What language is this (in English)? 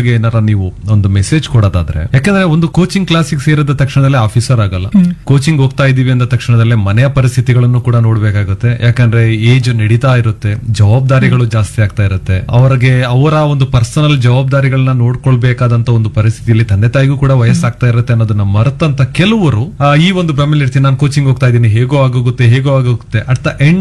Kannada